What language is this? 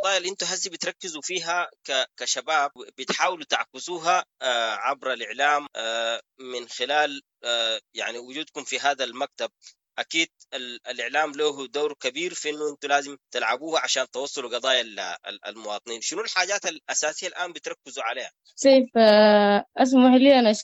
Sudanese Arabic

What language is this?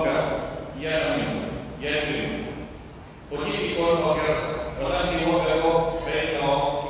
Pular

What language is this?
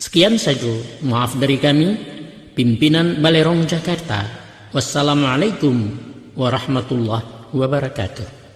Minangkabau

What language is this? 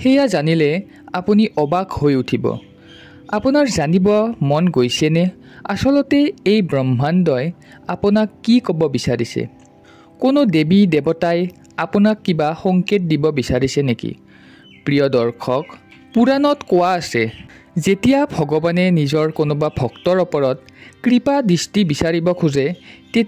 Assamese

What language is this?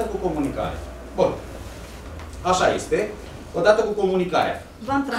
Romanian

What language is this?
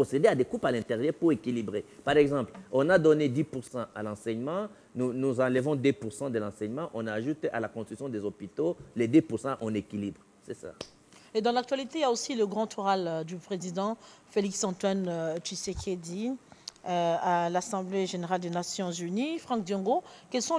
French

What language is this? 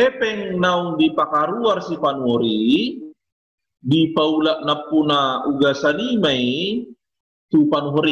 Batak Toba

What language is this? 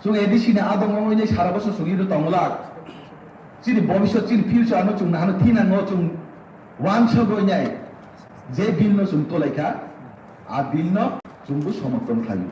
Kok Borok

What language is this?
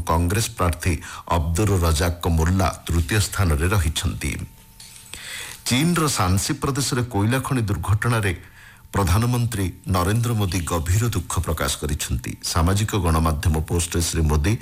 Odia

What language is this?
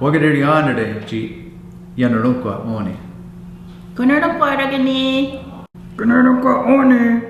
Mohawk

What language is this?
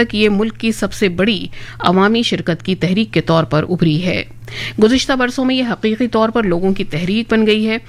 Urdu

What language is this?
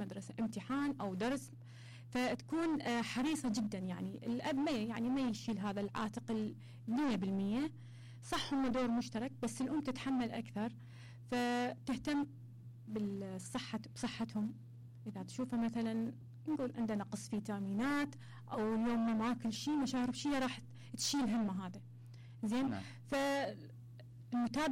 Mesopotamian Arabic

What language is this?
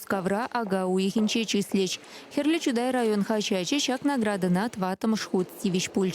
Chuvash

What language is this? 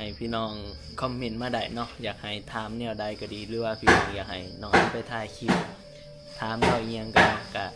Northeastern Thai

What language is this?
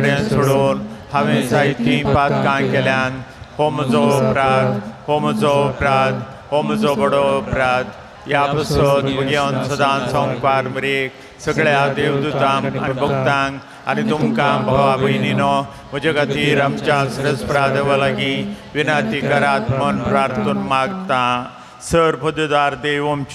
Konkani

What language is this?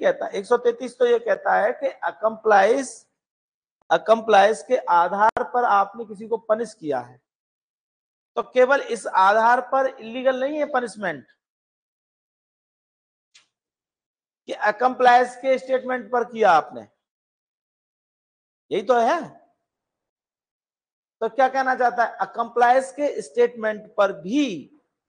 Hindi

